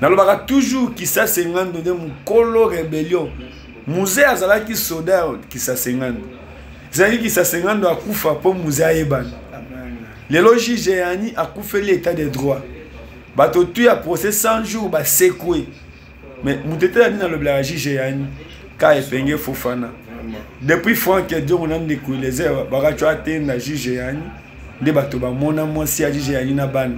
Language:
Lingala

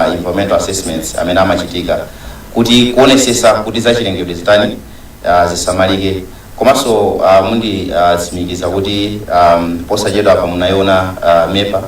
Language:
Nyanja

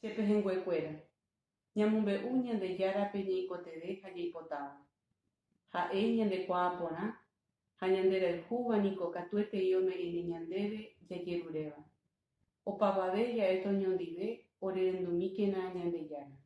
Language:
Guarani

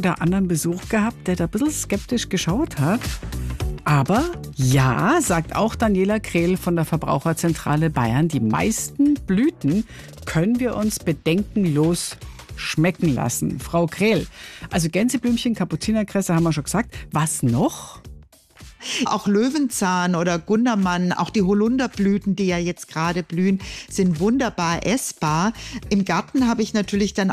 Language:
German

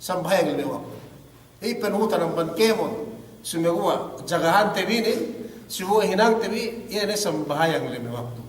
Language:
Yakan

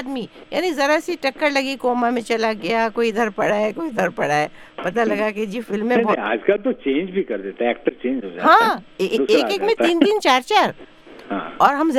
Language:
Hindi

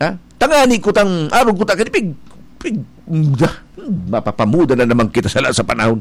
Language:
Bikol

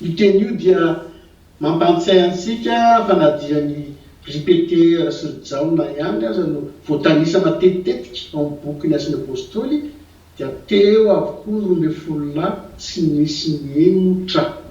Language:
Malagasy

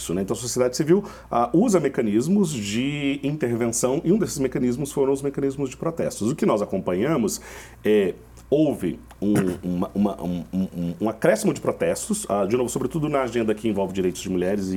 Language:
Portuguese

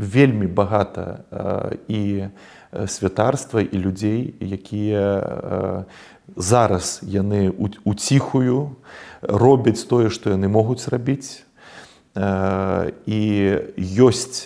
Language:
Belarusian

